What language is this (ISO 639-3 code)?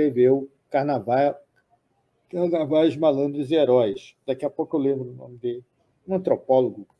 por